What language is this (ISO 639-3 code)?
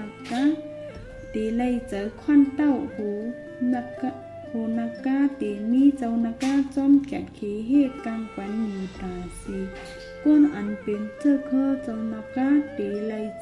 shn